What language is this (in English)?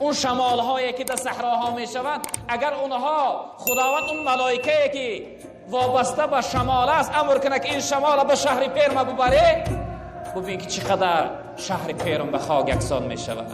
Tajik